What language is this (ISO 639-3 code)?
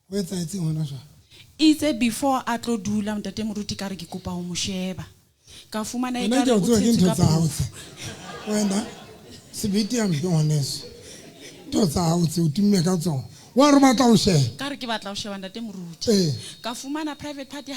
sot